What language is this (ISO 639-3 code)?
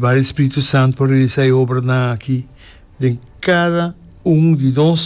pap